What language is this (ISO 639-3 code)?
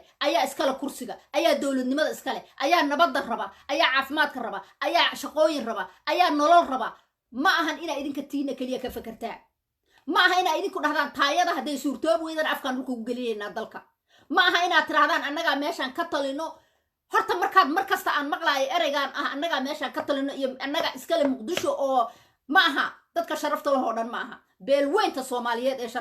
som